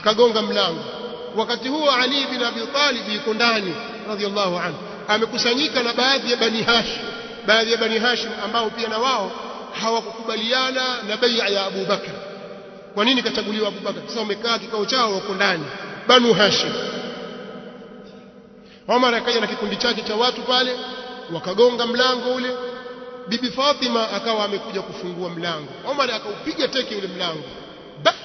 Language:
Swahili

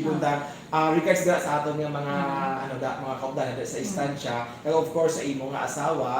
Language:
Hiligaynon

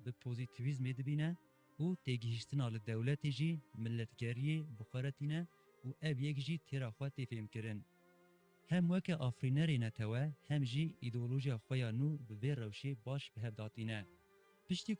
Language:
Kurdish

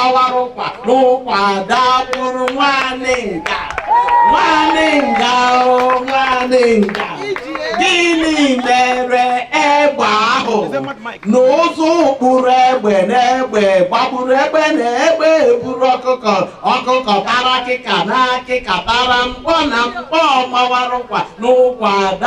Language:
Igbo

